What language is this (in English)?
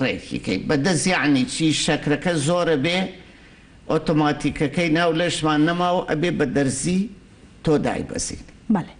Central Kurdish